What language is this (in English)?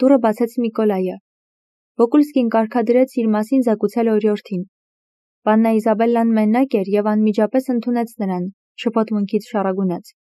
Armenian